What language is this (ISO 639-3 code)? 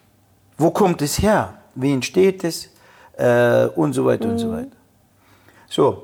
deu